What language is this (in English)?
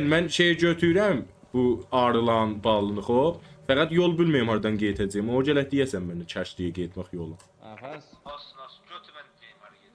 South Azerbaijani